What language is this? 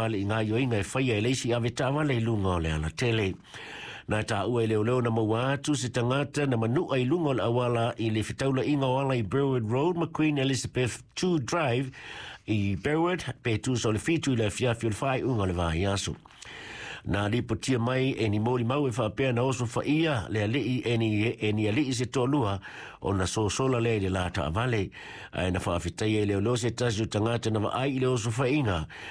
Samoan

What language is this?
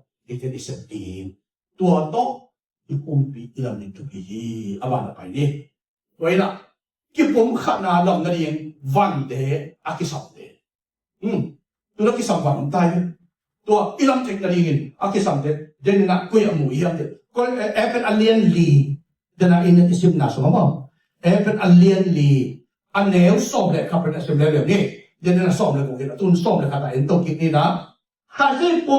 Tedim Chin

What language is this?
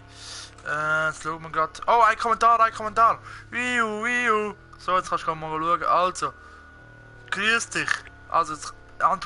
Swiss German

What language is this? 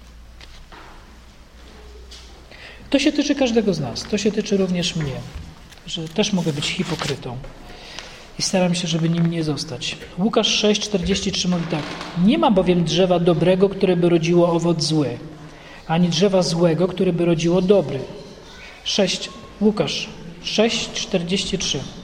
Polish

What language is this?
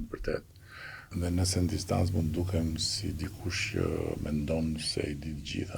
Albanian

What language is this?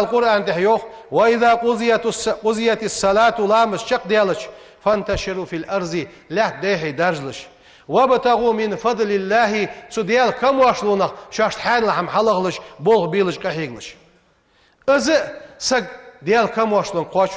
Ingush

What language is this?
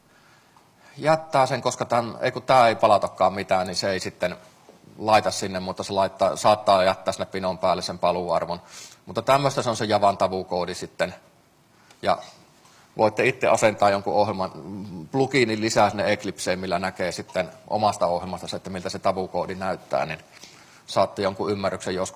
Finnish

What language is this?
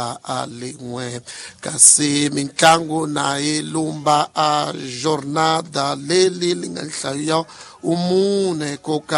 Tsonga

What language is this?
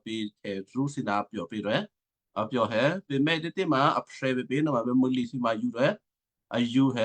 Western Kayah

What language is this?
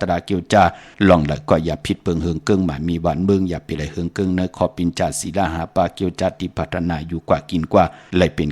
Shan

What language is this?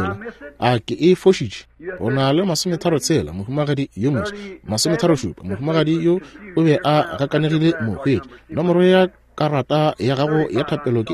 Northern Sotho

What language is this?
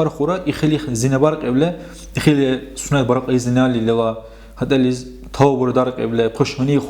Dargwa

